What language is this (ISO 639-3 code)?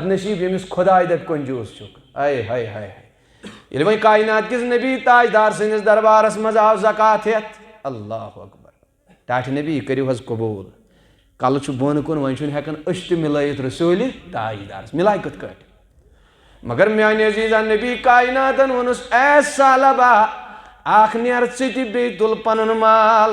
kas